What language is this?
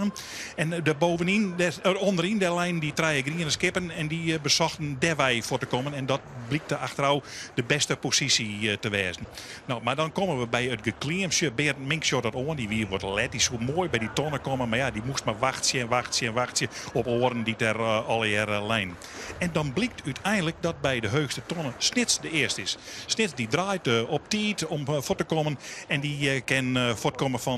Western Frisian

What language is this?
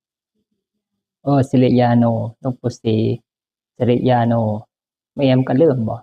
Northeastern Thai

